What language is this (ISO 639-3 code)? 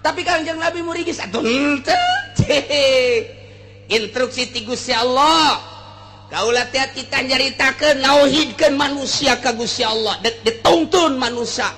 sun